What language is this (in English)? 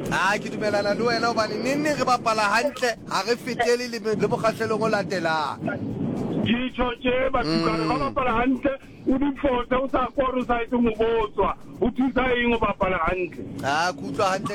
Southern Sotho